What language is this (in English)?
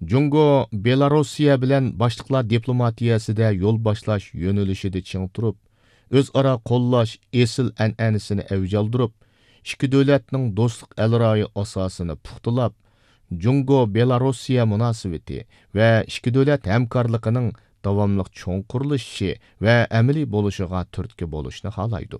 Uyghur